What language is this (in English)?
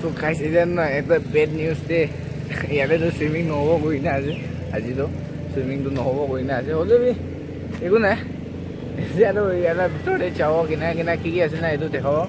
Naga Pidgin